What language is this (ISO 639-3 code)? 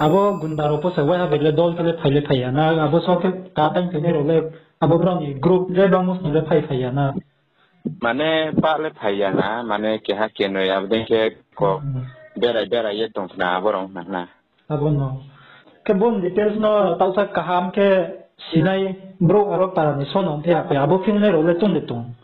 ria